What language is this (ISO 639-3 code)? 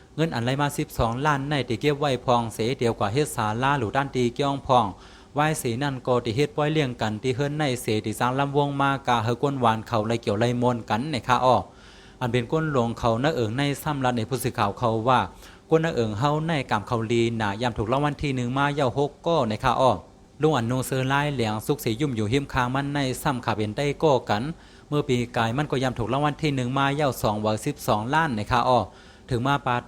shn